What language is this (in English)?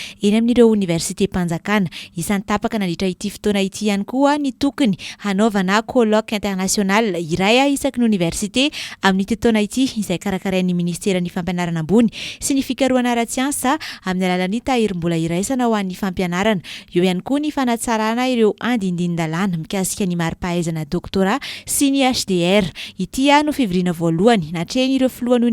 Malagasy